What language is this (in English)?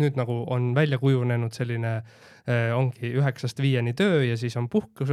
Estonian